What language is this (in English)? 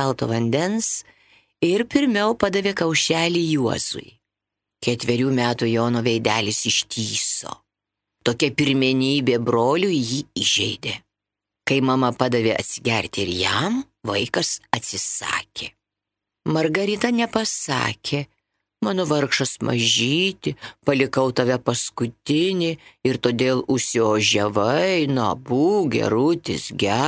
Lithuanian